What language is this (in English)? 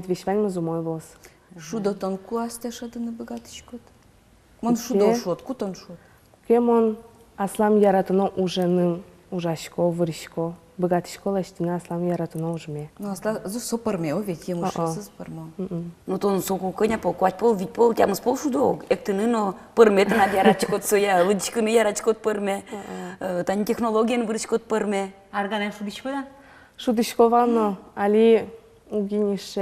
Udmurt